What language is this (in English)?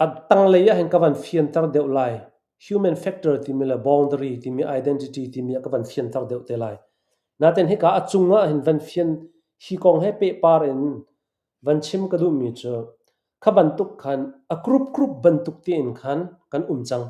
Hakha Chin